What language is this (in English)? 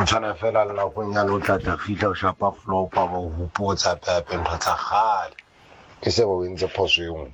Southern Sotho